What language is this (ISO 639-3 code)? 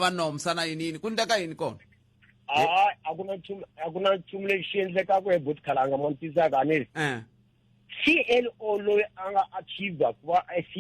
tso